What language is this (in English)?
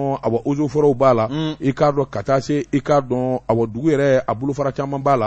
Bambara